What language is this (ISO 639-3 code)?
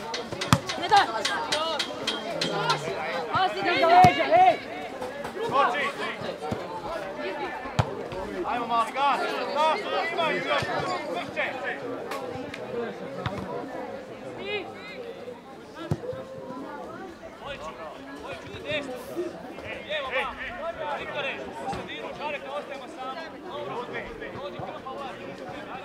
hrv